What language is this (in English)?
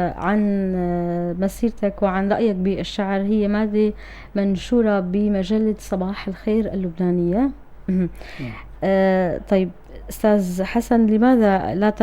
North Levantine Arabic